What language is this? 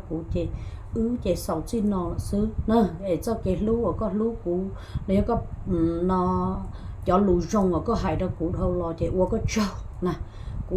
Hmong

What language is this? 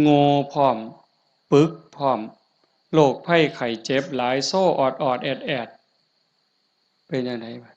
Northeastern Thai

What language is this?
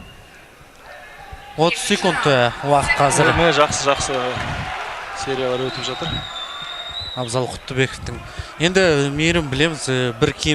Kazakh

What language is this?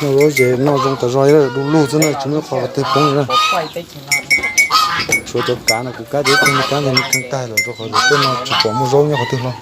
Hmong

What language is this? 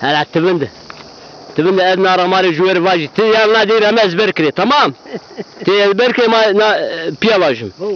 Zaza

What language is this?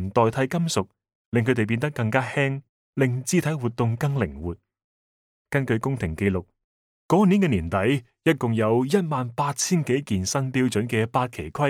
Cantonese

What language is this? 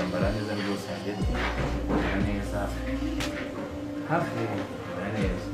Kinyarwanda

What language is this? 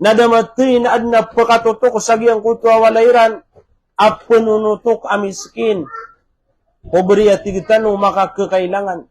Maranao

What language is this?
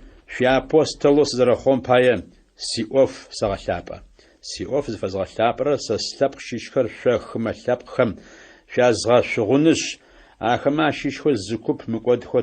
Adyghe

